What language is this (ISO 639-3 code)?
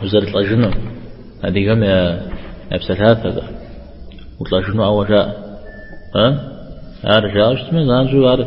kbd